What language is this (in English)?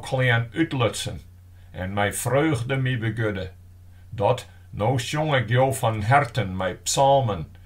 Western Frisian